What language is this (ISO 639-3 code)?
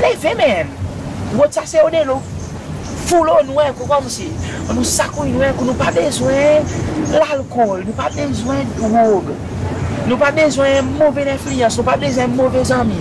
crs